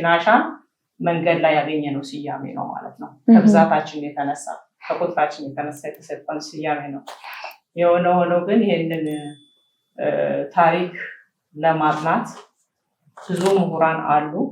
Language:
Amharic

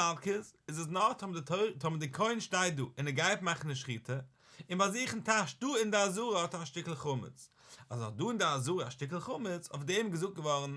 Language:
Yiddish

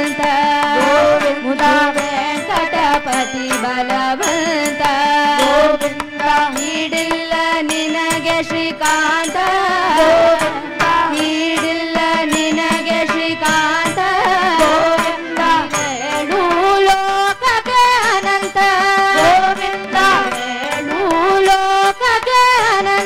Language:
Kannada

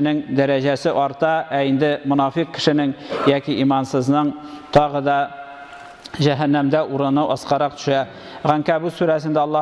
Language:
Tatar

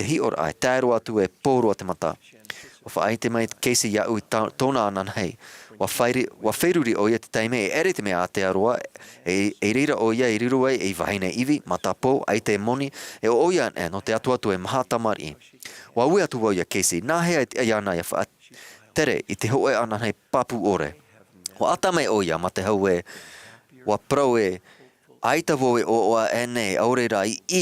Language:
Tahitian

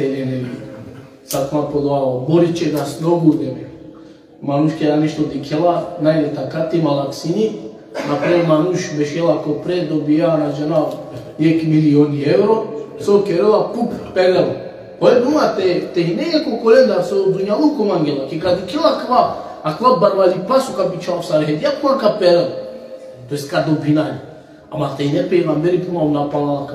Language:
Balkan Romani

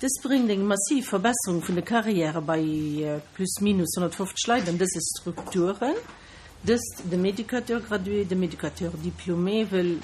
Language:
Luxembourgish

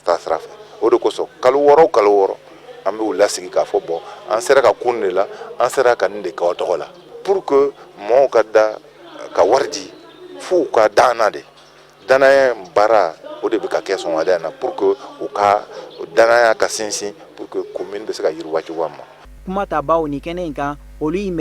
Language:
Bambara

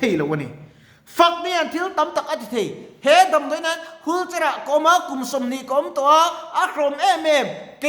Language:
Mizo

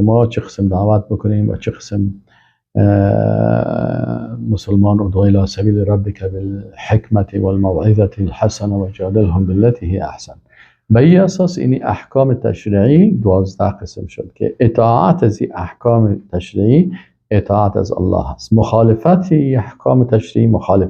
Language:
Persian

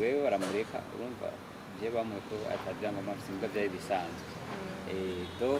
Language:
Rundi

